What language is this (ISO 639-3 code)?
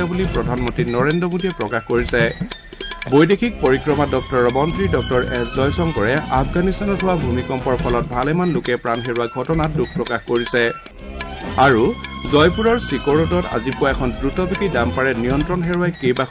asm